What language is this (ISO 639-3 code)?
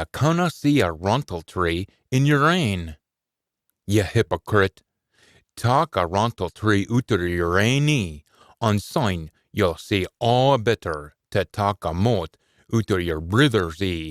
sco